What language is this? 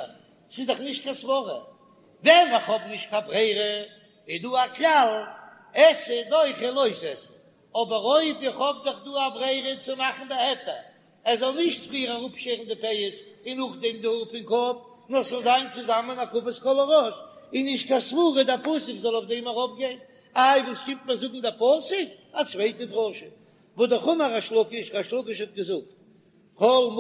Yiddish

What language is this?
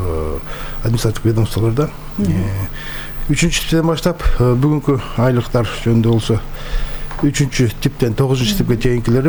Kyrgyz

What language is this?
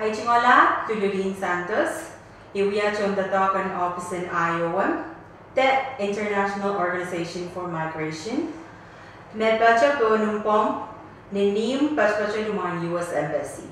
Pohnpeian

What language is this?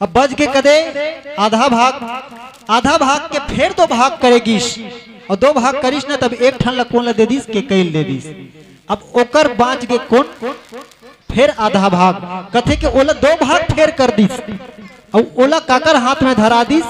Chhattisgarhi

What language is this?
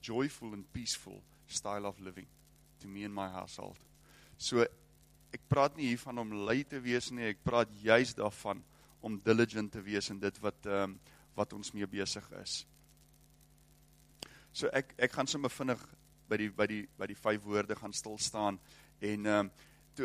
Afrikaans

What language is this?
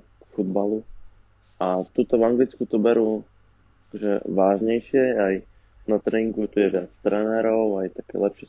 Slovak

